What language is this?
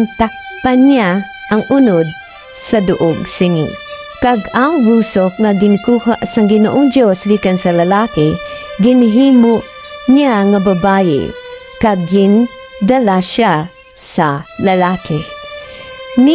Hiligaynon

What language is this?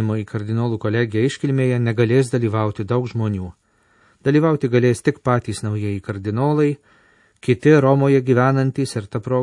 Lithuanian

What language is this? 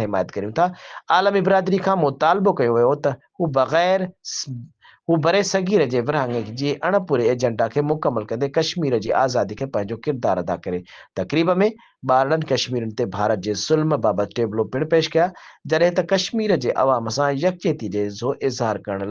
Sindhi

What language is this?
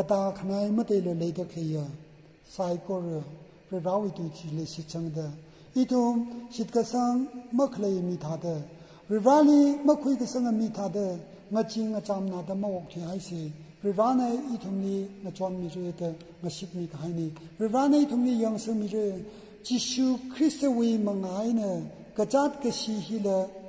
Tangkhul Naga (India)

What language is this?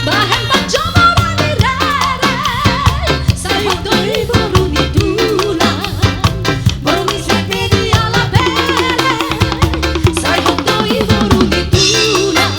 Batak Toba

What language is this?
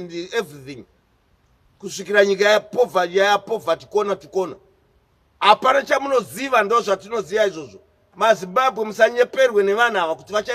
Shona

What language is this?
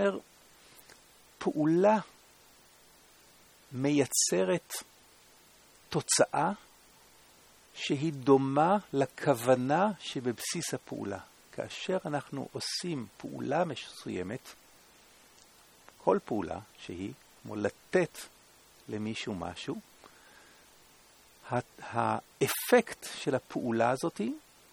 Hebrew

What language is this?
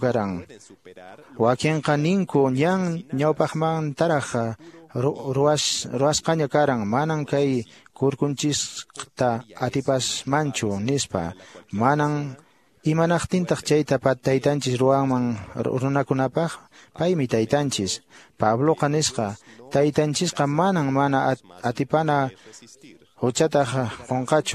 Quechua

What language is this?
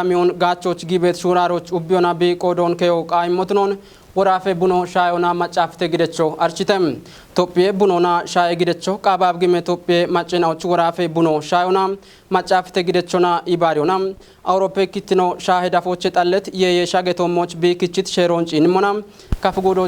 Kafa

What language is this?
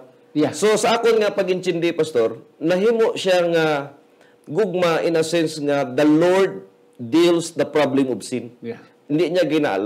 Hiligaynon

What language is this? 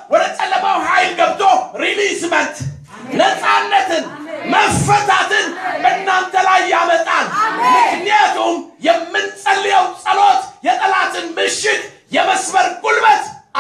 Amharic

